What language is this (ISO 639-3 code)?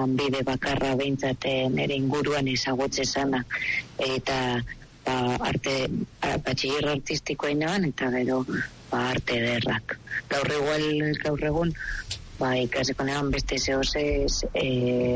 eus